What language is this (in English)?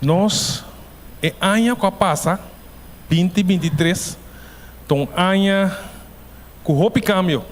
Papiamento